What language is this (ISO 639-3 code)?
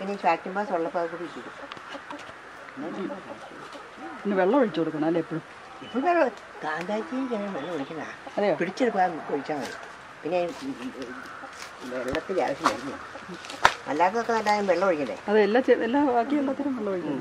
mal